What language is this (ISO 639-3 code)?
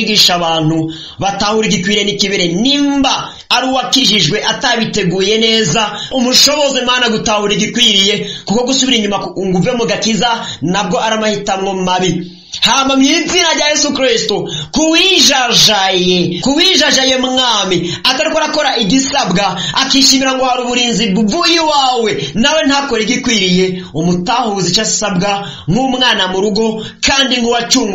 run